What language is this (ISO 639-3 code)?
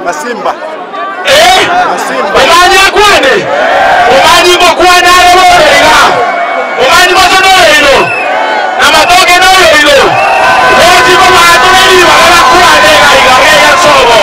guz